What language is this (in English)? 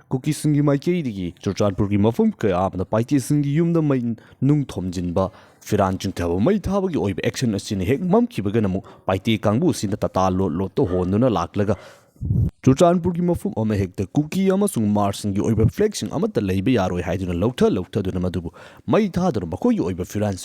Manipuri